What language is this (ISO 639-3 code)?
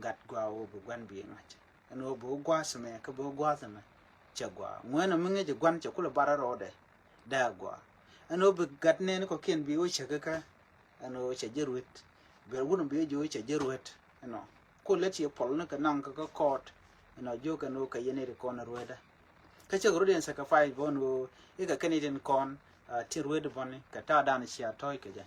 nus